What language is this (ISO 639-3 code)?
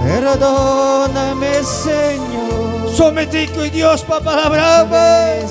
quy